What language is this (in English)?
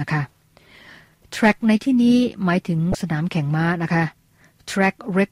Thai